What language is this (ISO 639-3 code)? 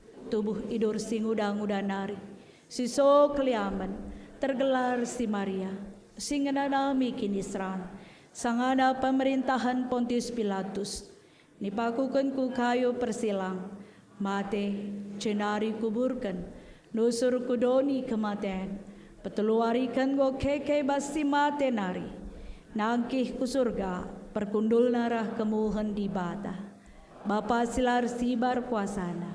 btx